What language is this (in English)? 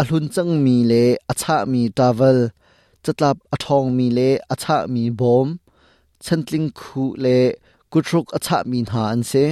Hakha Chin